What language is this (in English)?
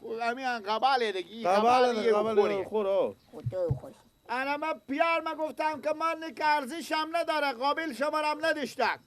Persian